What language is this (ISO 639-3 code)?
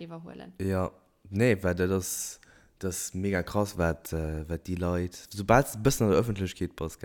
ltz